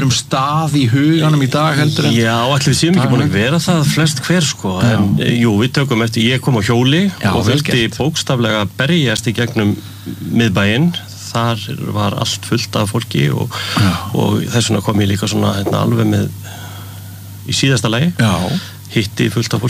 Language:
Icelandic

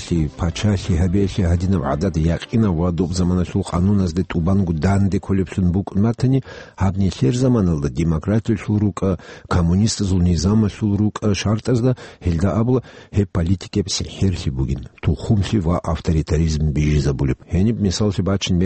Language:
Avaric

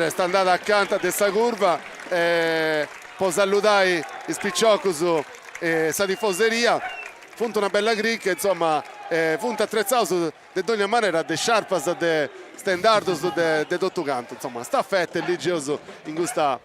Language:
Sardinian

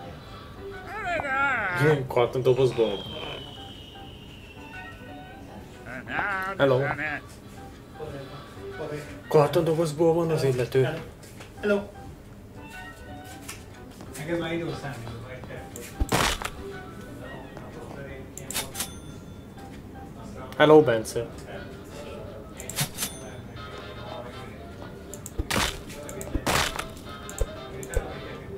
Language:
Hungarian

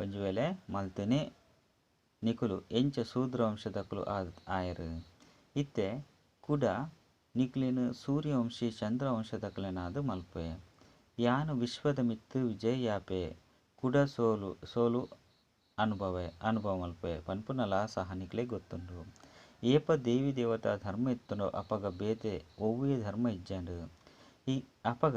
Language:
Tulu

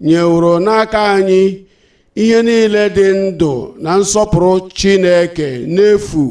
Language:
Igbo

